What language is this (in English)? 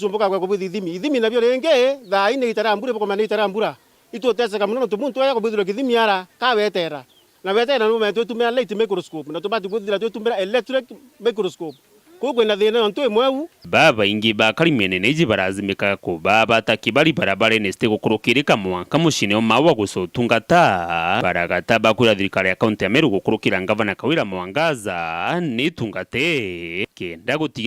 Meru